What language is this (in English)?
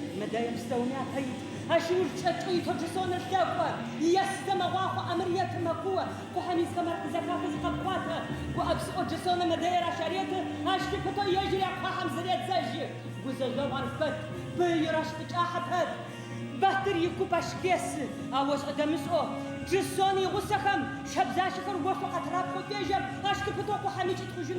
Adyghe